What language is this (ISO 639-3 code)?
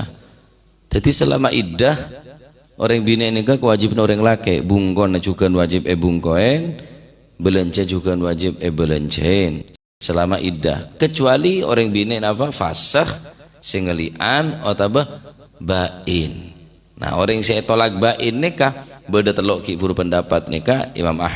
mad